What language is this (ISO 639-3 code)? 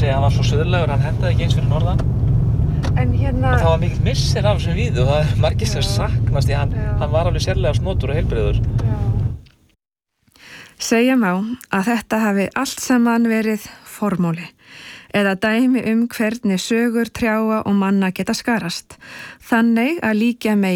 isl